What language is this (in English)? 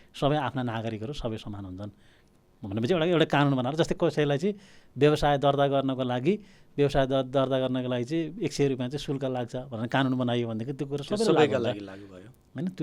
Nepali